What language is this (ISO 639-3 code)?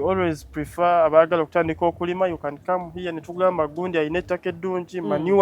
lug